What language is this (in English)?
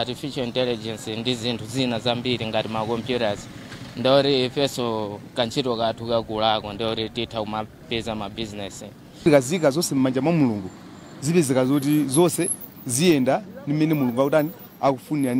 Nyanja